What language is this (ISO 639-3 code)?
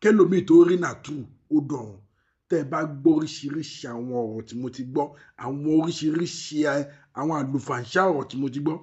yor